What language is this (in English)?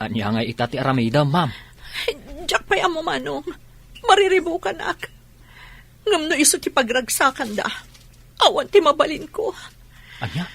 Iloko